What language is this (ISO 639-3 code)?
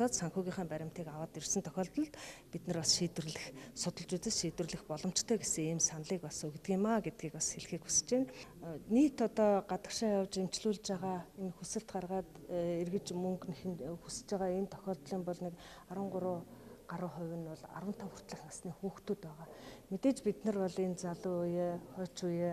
mon